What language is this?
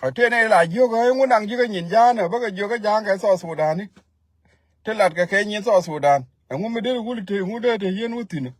Nuer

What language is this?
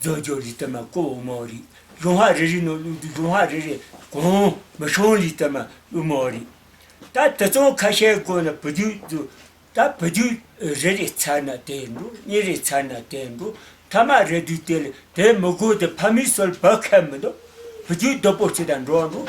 Tibetan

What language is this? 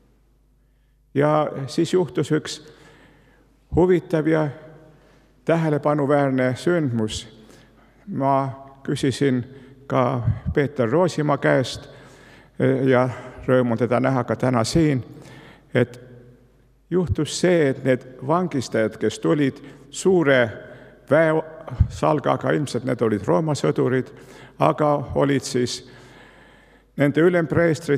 Estonian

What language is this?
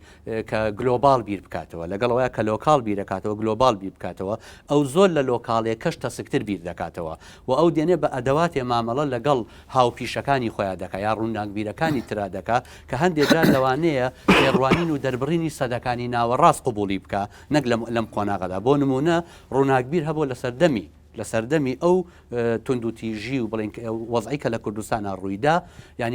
Central Kurdish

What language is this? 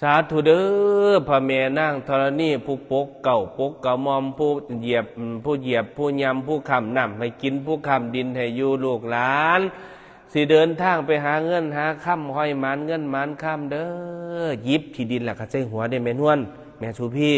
Northeastern Thai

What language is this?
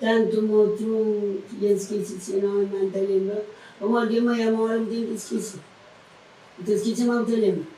Kabuverdianu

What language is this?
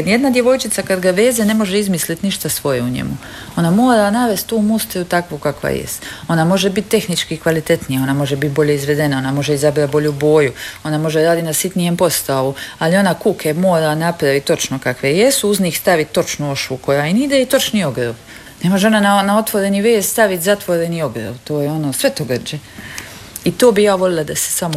Croatian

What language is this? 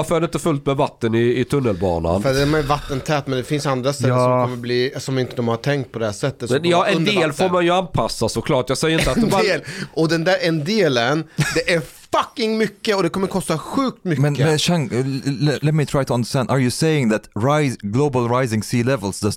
Swedish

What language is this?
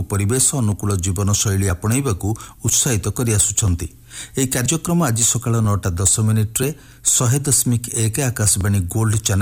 Odia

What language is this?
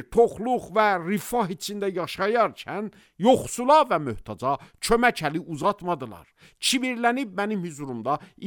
Azerbaijani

